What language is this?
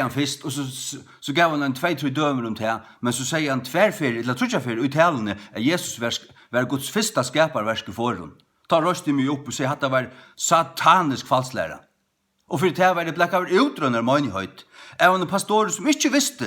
Faroese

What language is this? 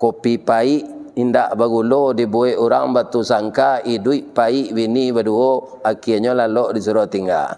Minangkabau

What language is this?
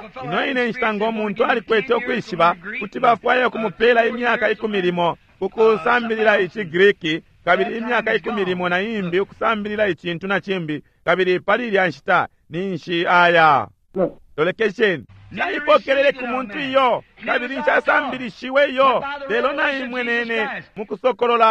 Bemba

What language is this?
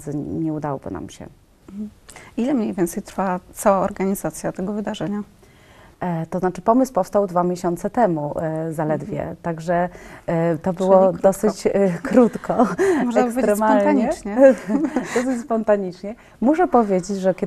Polish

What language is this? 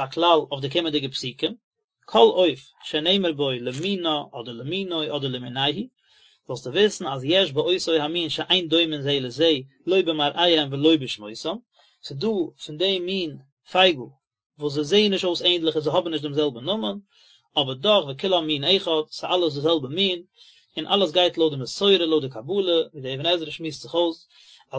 Yiddish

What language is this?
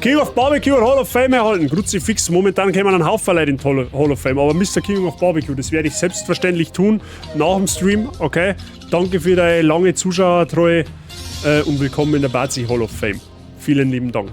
Bavarian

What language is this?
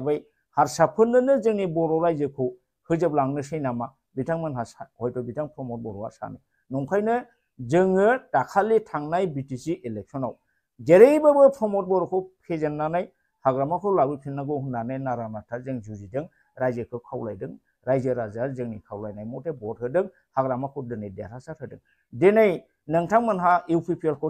Bodo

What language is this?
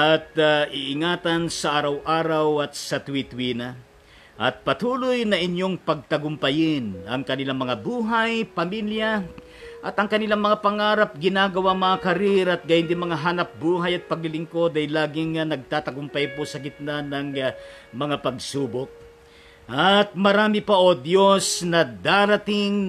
Filipino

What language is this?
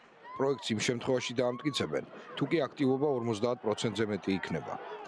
Georgian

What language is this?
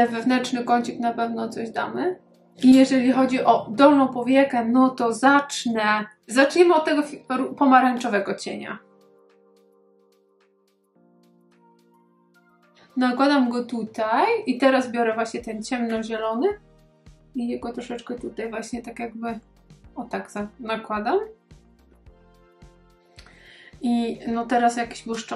Polish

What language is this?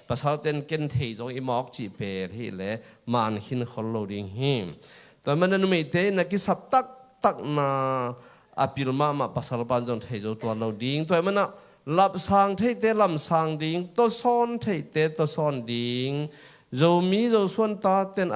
Tedim Chin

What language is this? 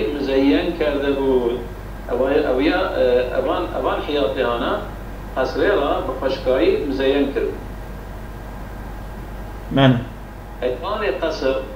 Kurdish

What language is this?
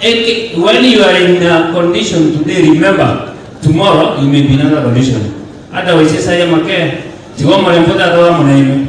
Gusii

